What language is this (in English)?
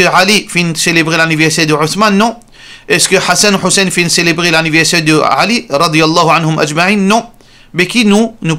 Morisyen